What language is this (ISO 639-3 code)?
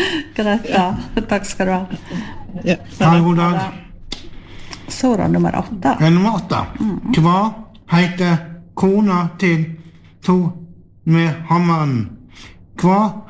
nor